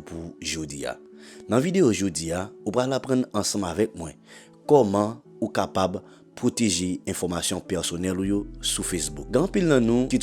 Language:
Haitian Creole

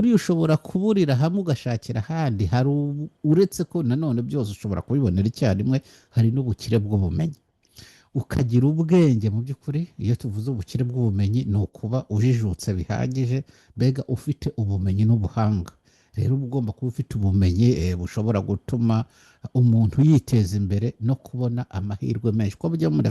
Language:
Kinyarwanda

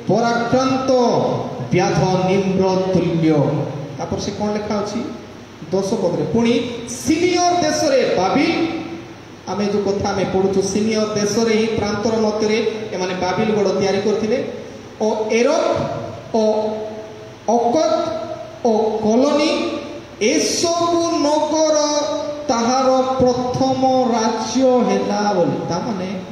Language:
Odia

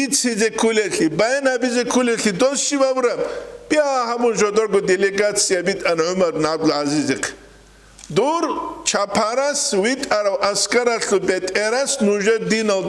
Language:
Avaric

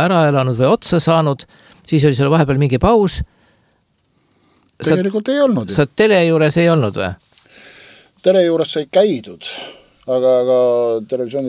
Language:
Estonian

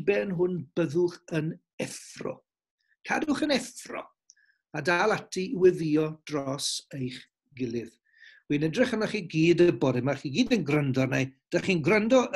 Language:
Welsh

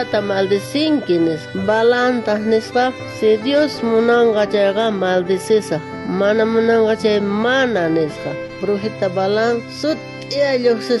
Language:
South Bolivian Quechua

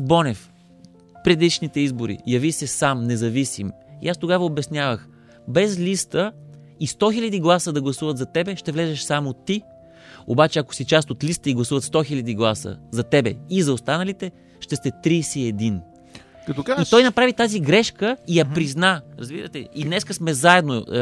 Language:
Bulgarian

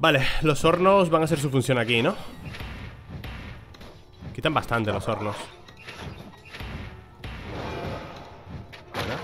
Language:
Spanish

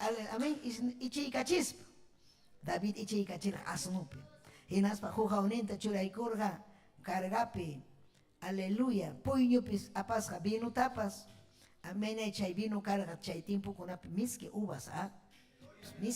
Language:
Ayacucho Quechua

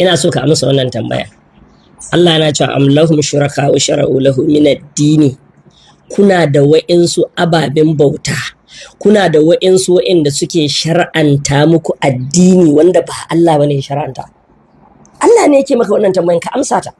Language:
Hausa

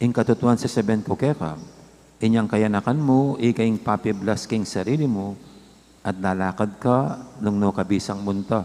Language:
Pampanga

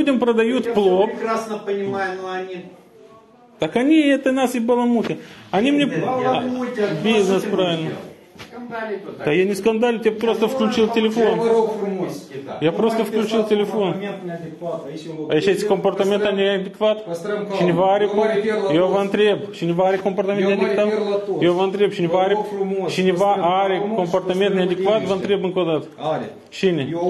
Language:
Romanian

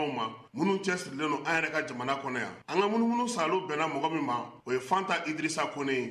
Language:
Bambara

